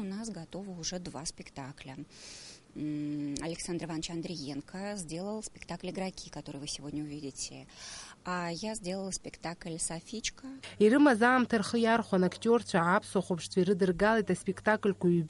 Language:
Abkhazian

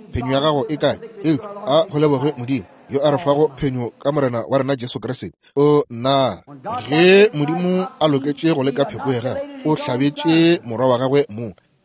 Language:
Northern Sotho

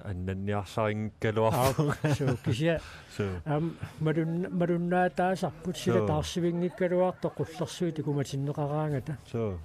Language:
Kalaallisut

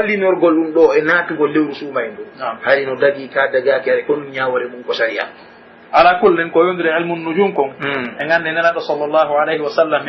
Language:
Pular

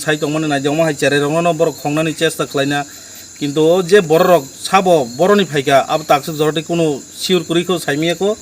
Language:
Kok Borok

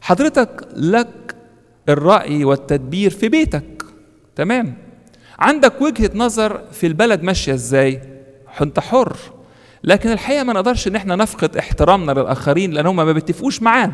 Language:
Egyptian Arabic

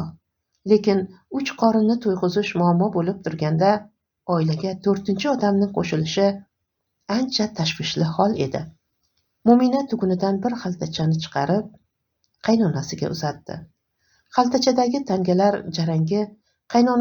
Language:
Uzbek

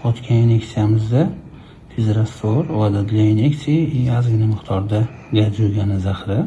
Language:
Uzbek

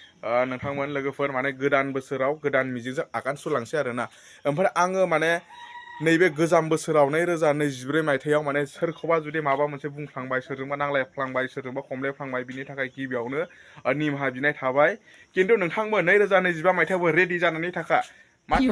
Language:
Bodo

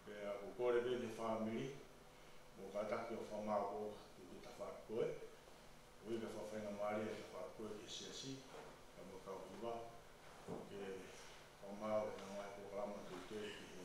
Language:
Tongan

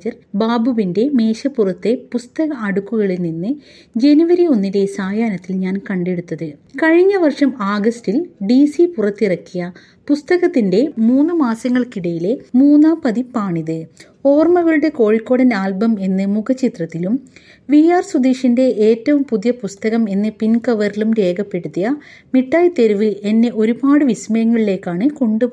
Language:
Malayalam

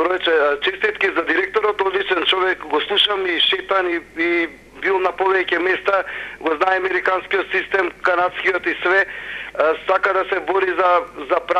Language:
Macedonian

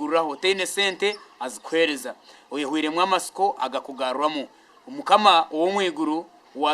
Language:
Nyankole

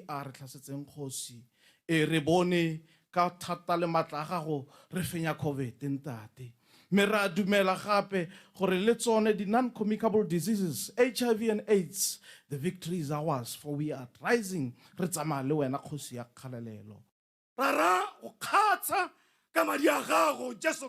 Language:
Tswana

